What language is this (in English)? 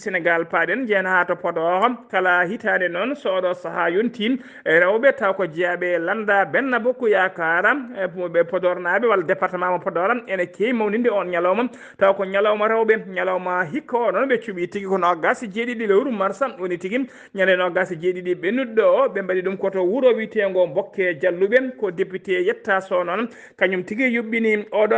Fula